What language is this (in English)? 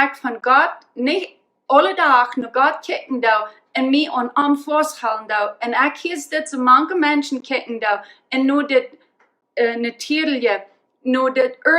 Plautdietsch